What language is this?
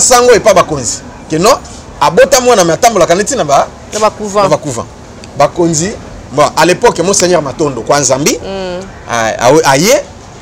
Lingala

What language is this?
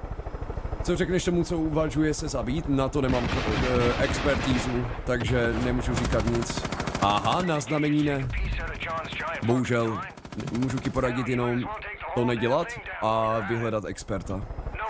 Czech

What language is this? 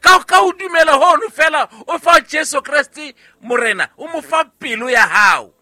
Southern Sotho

